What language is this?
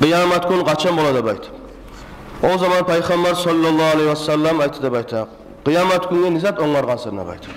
Kumyk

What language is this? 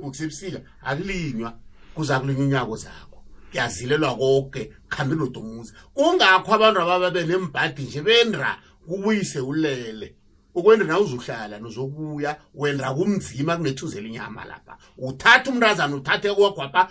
South Ndebele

